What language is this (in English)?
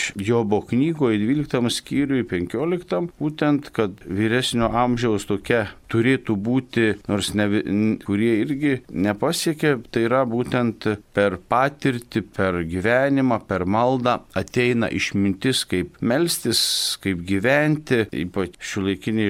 Lithuanian